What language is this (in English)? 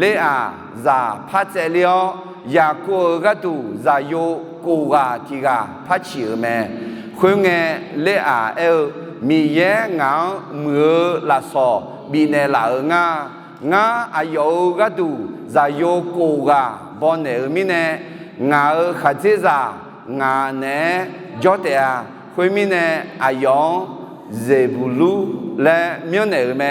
Akha